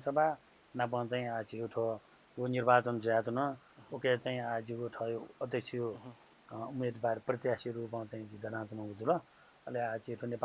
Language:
Newari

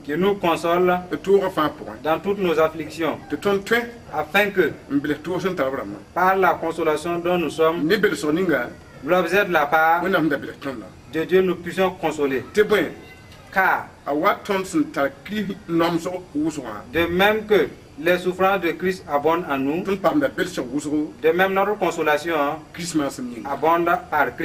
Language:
Mossi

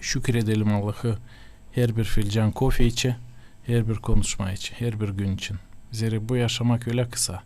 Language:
Gagauz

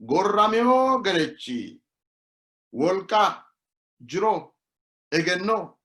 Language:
Sidamo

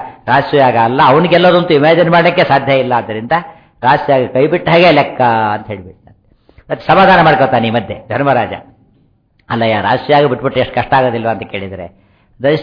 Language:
Kannada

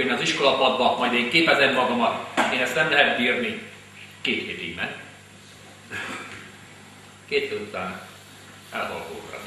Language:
Hungarian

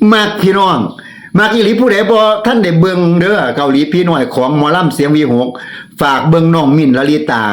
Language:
Lao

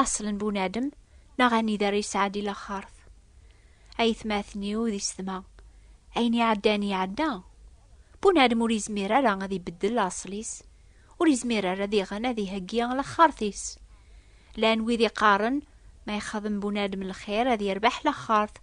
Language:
Kabyle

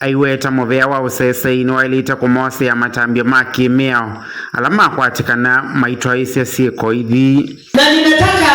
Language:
Kamba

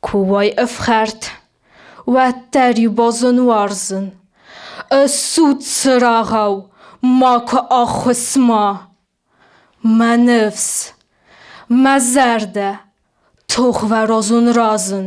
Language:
Ossetic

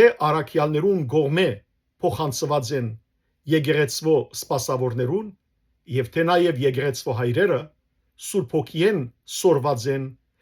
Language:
Western Armenian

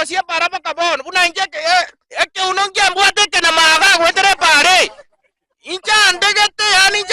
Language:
Gusii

